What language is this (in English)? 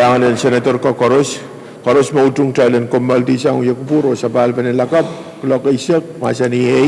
Pohnpeian